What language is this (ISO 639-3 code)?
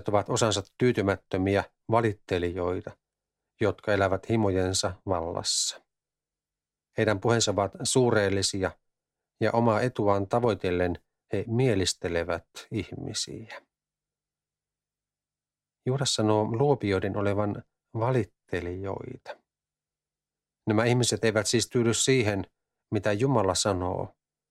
fin